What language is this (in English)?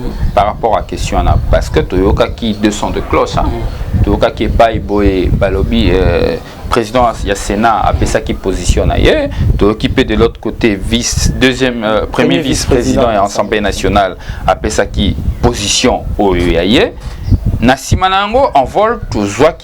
Lingala